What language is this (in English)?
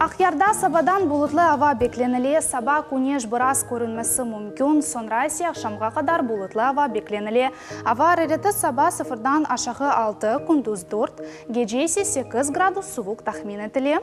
Crimean Tatar